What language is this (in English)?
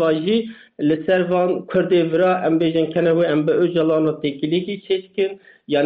Kurdish